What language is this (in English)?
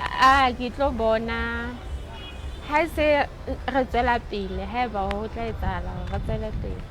Southern Sotho